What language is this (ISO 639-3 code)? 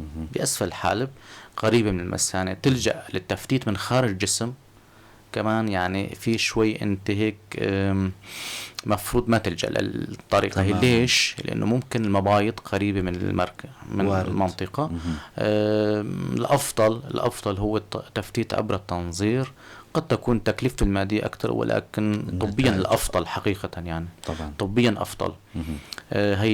apc